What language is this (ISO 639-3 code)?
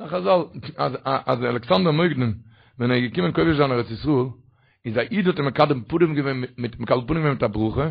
yid